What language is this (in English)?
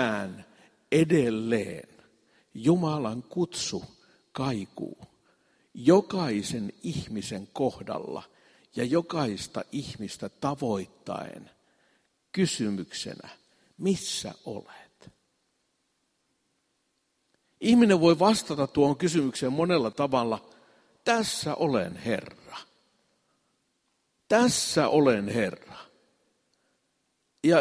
Finnish